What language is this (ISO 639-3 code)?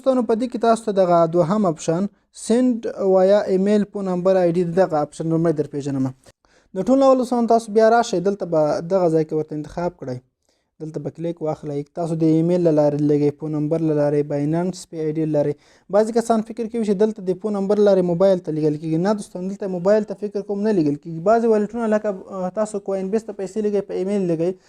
pus